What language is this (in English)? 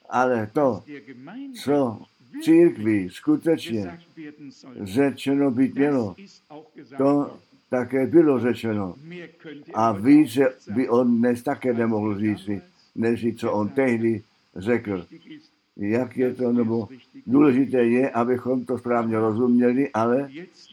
Czech